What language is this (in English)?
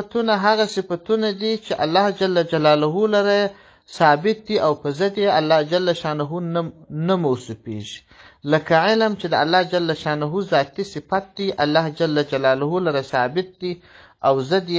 Pashto